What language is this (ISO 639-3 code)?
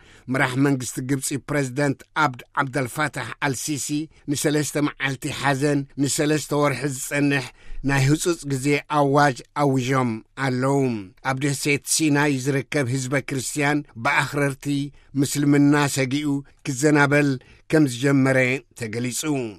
tir